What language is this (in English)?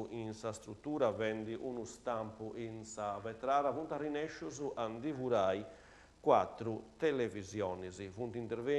Sardinian